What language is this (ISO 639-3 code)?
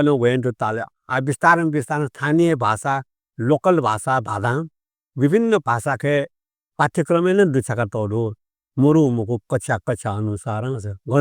new